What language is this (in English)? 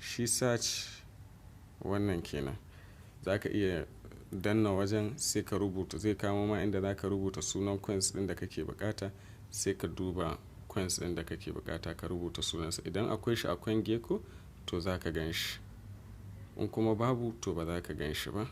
Hausa